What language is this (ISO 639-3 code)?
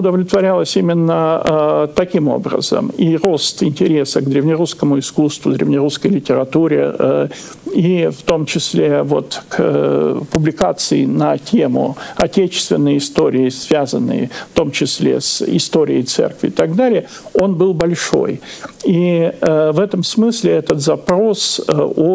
rus